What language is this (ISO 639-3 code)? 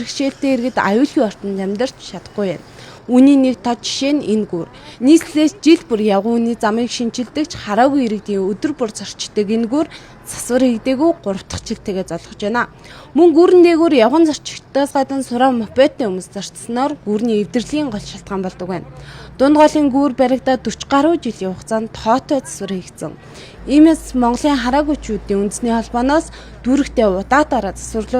mon